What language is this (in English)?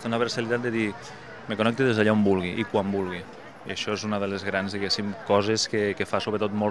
Catalan